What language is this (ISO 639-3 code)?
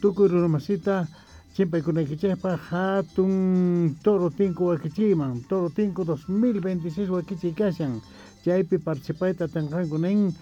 quh